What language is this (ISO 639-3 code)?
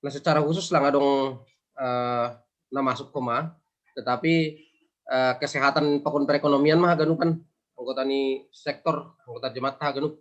bts